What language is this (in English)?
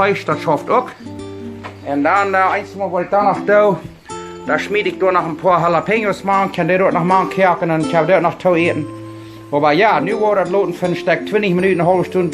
Plautdietsch